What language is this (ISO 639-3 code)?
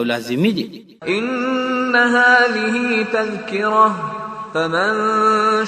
pus